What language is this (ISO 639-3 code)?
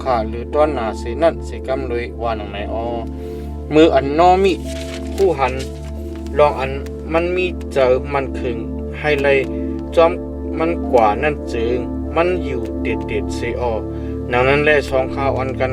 shn